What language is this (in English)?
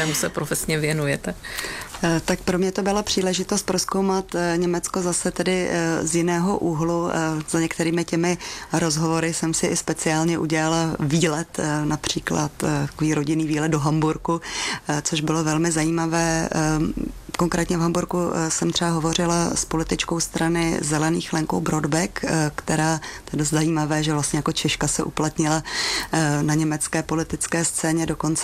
Czech